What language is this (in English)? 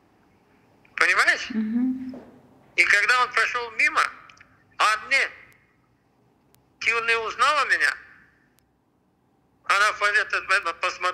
Russian